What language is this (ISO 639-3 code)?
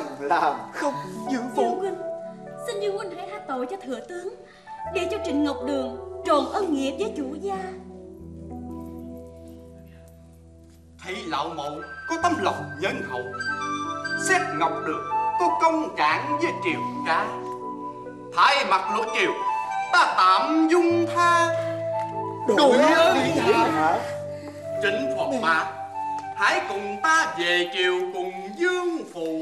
vie